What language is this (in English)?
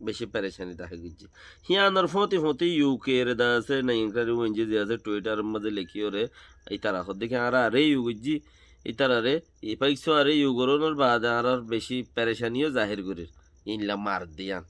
Rohingya